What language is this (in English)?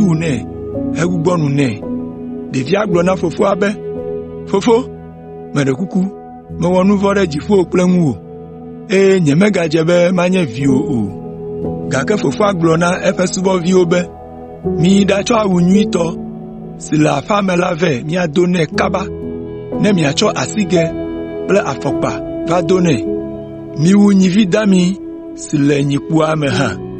Ewe